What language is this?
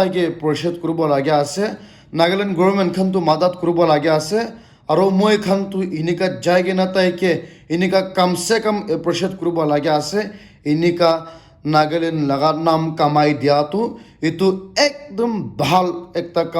Naga Pidgin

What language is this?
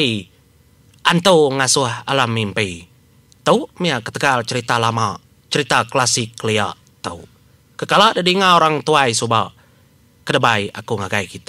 Iban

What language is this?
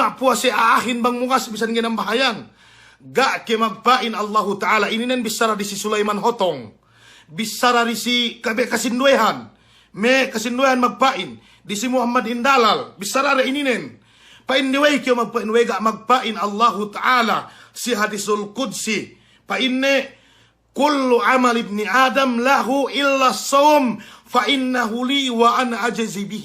Yakan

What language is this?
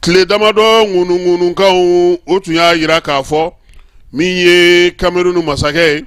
Bambara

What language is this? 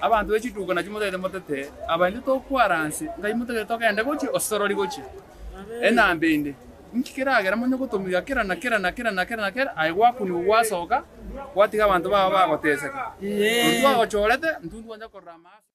Gusii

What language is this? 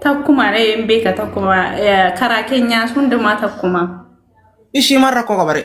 Oromo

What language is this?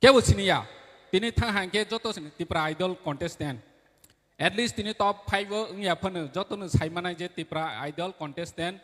Kok Borok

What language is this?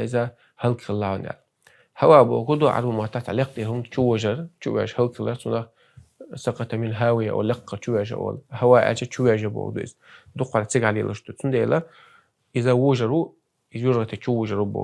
Chechen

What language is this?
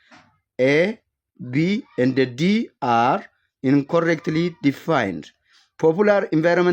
English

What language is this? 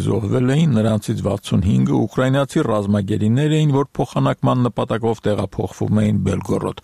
Armenian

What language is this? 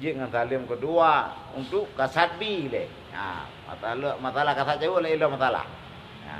Achinese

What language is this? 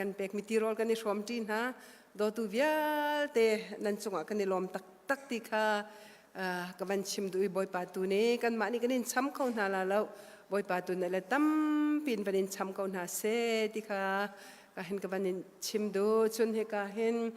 Hakha Chin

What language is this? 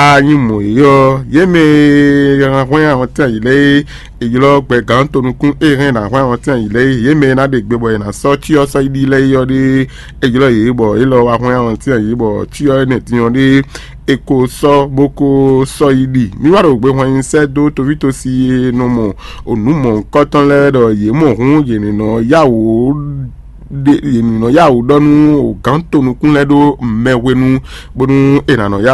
Fon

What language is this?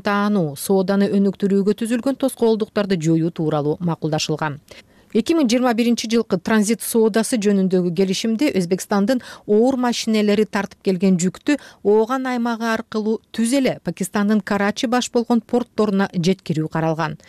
Kyrgyz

